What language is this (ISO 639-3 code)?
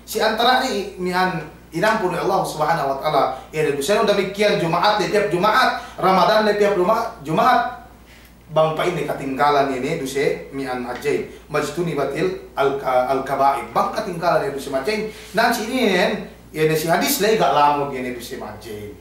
yka